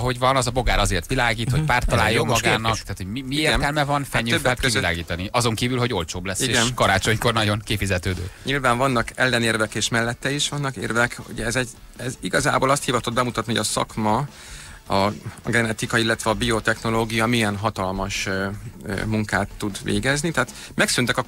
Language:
Hungarian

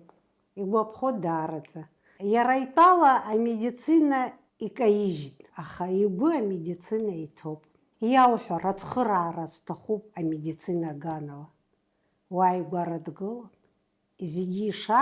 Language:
Abkhazian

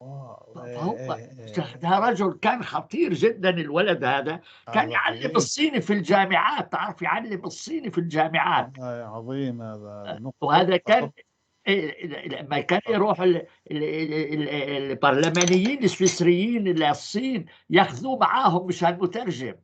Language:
North Levantine Arabic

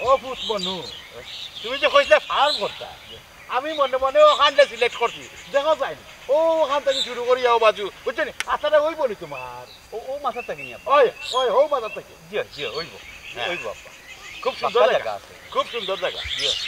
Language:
Sylheti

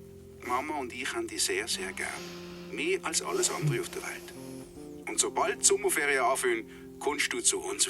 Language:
Swiss German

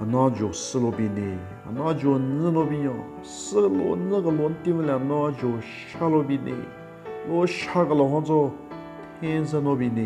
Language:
Southern Rengma Naga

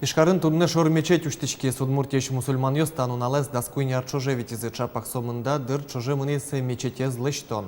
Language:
Udmurt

